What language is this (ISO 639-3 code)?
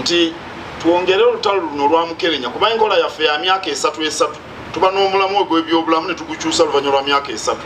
lug